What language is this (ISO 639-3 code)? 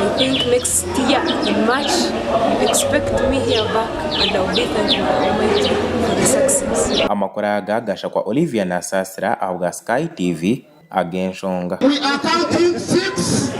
nyn